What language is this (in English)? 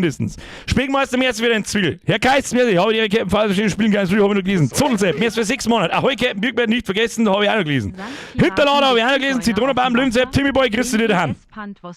Bavarian